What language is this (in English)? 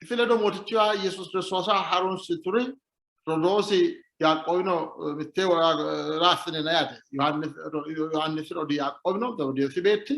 Sidamo